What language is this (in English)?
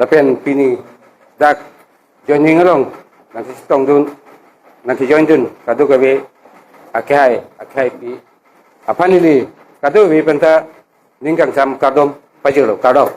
Karbi